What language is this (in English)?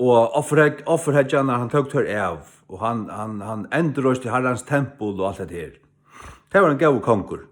Faroese